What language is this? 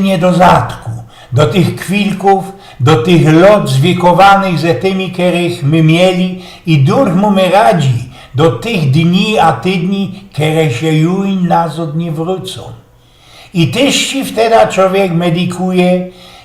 Silesian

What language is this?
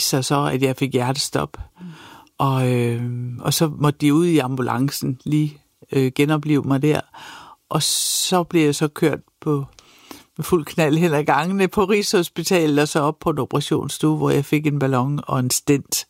Danish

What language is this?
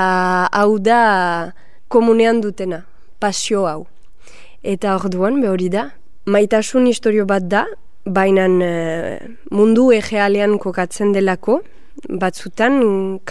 Basque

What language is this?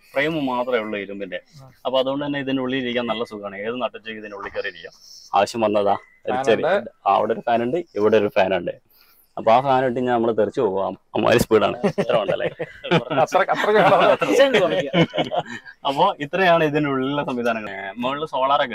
Malayalam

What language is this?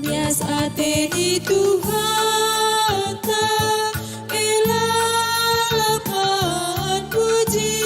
Batak Karo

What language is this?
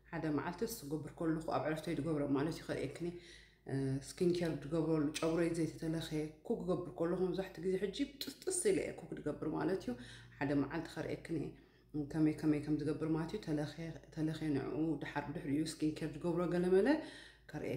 Tigrinya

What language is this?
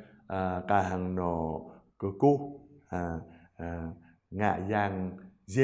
Jarai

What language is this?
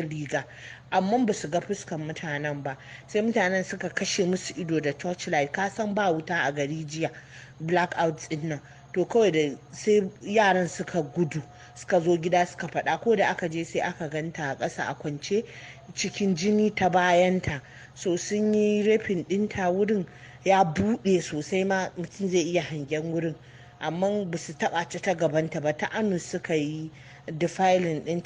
Hausa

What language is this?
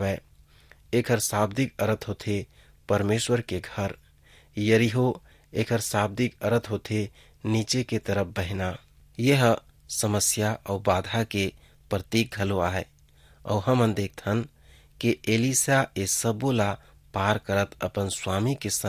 Chhattisgarhi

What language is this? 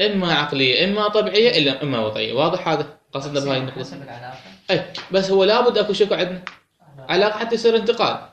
Mesopotamian Arabic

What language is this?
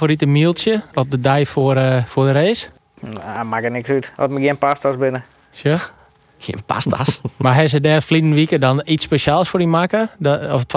Western Frisian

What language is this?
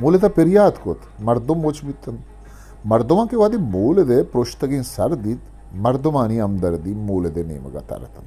Eastern Balochi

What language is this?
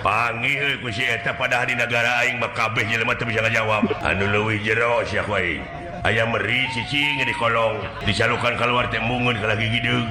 Sundanese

